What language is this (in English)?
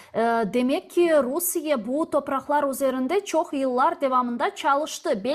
Crimean Tatar